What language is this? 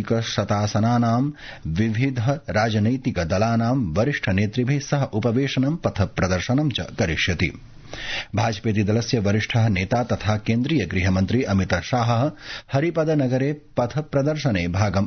Sanskrit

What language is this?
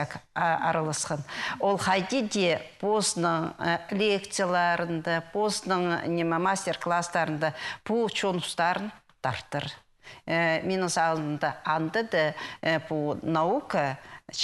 Khakas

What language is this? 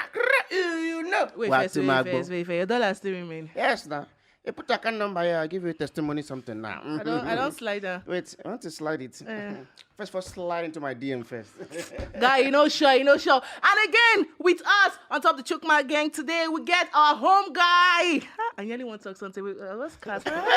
Nigerian Pidgin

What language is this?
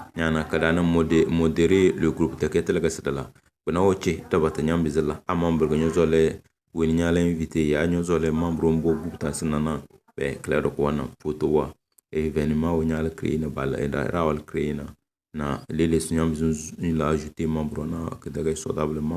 Tem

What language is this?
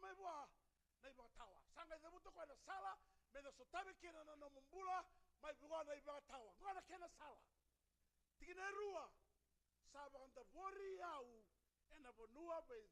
Fijian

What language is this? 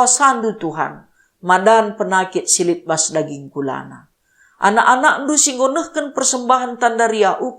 Batak Karo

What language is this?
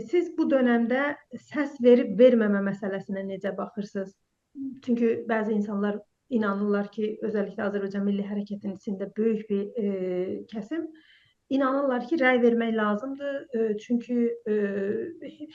South Azerbaijani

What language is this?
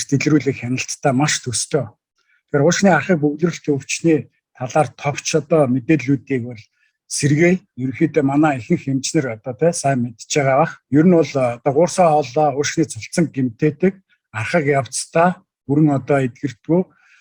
Mongolian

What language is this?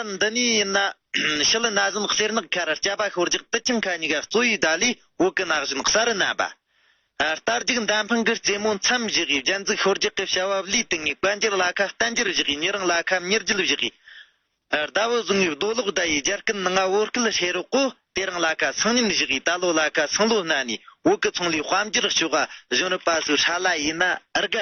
Tibetan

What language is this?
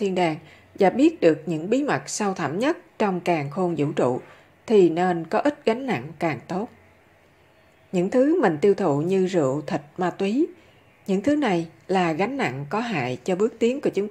Vietnamese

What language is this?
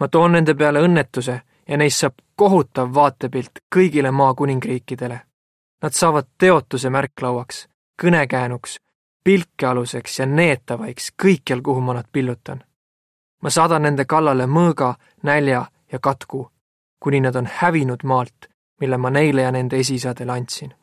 Estonian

